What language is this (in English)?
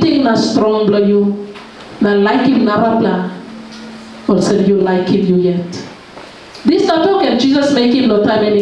Tok Pisin